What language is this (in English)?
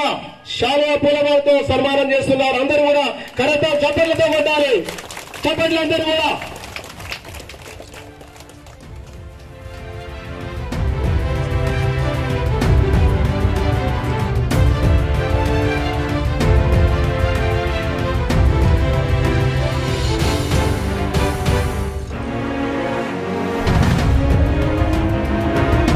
Telugu